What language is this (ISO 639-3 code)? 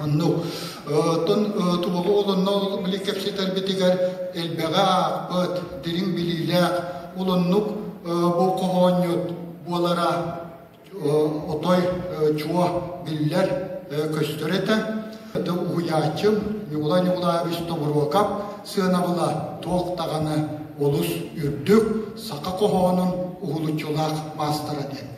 sah